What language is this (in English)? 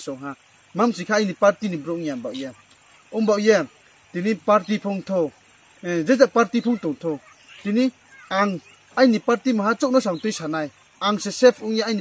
Riang (India)